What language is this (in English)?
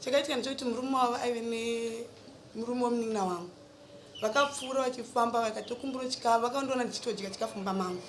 Shona